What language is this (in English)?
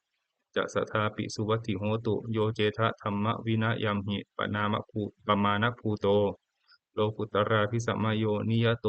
Pali